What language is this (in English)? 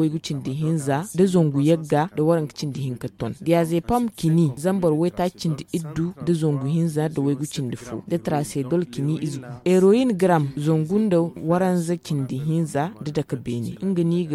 Zarma